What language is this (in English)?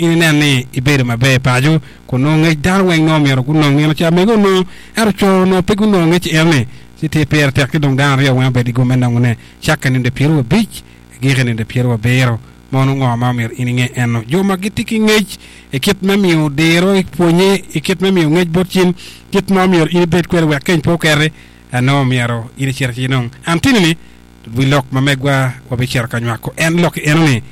Acoli